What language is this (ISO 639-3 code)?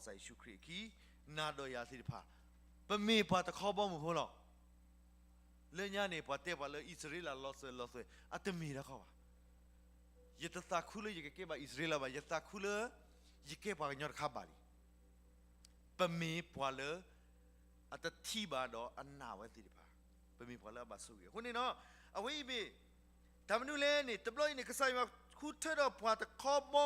ksw